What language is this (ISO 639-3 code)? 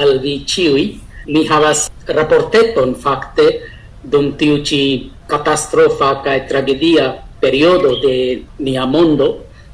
epo